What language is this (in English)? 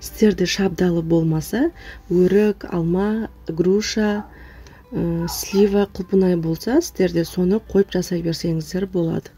Kazakh